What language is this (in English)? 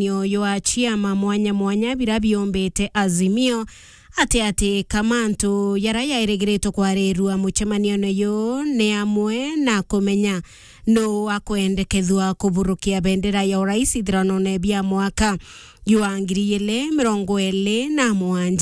Meru